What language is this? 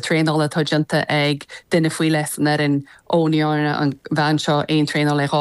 Irish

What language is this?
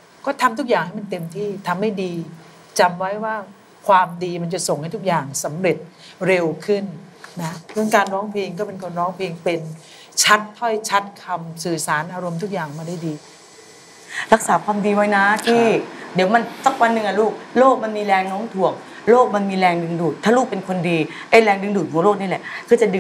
Thai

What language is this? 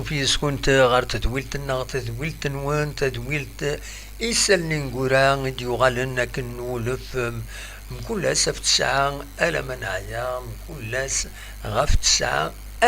Kabyle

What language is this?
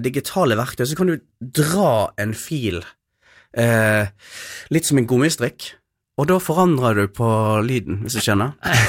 Norwegian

